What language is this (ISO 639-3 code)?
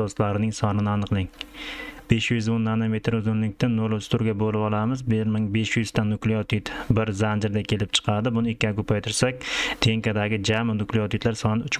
uzb